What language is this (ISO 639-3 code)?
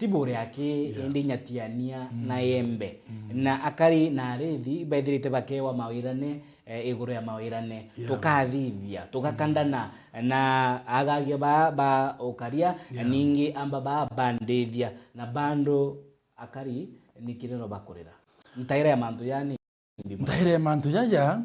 mer